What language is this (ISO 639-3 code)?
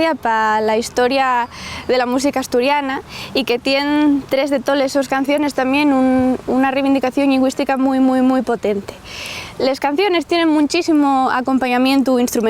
ast